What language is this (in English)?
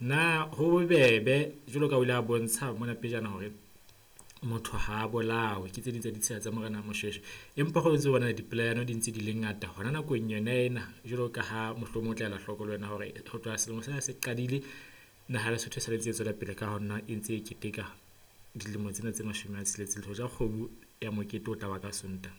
Southern Sotho